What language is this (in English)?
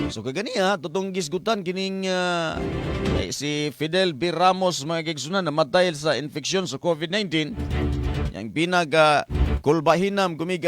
Cebuano